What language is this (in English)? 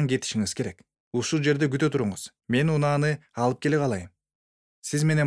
Kyrgyz